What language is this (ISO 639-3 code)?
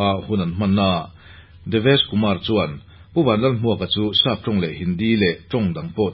lus